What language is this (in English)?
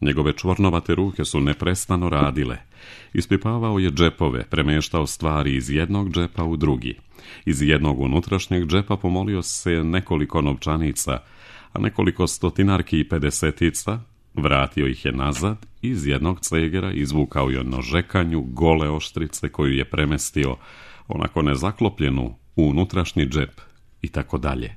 Serbian